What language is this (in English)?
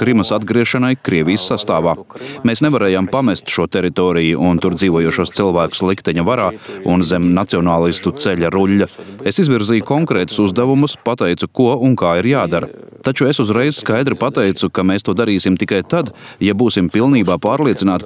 Latvian